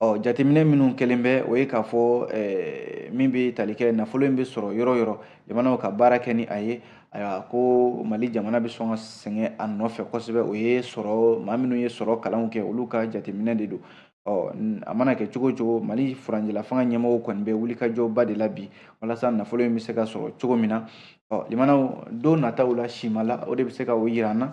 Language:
Bambara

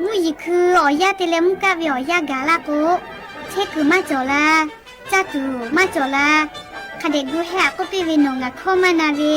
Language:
Lahu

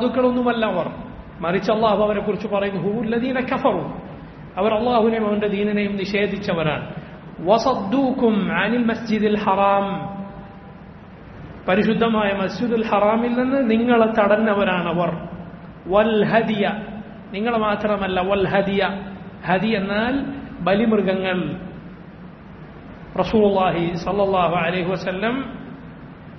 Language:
Malayalam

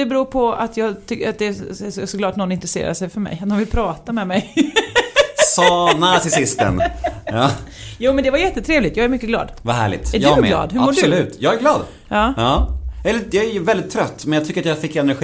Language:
Swedish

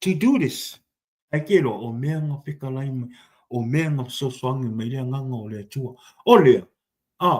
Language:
Samoan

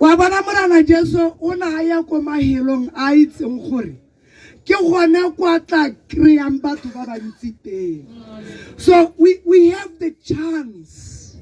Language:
Tswana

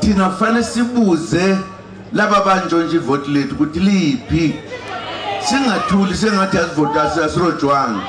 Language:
Zulu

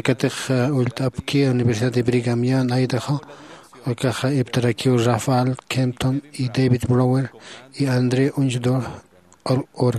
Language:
Aymara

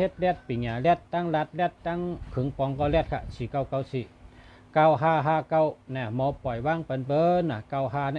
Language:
Shan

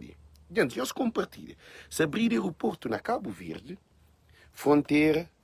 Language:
Kabuverdianu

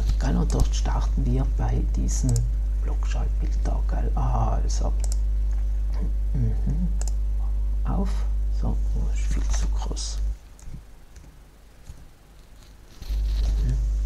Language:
German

